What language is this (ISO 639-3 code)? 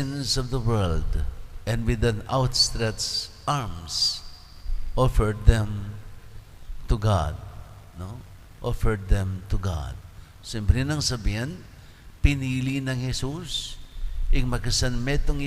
pam